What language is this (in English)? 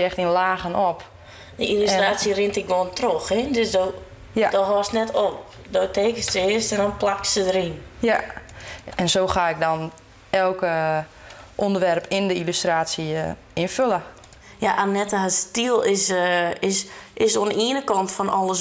Western Frisian